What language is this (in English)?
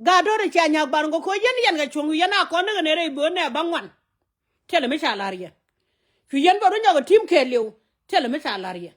Nuer